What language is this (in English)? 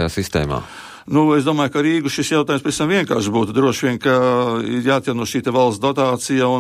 Latvian